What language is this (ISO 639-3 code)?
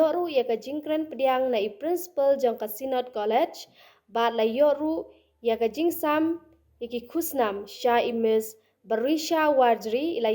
kha